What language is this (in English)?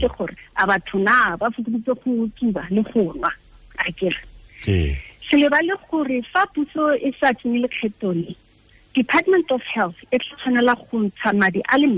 Tswana